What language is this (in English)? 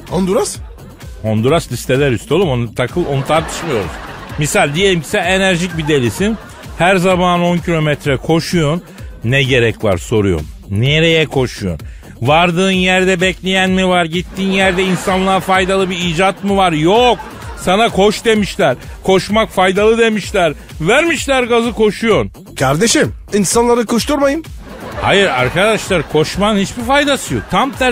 Turkish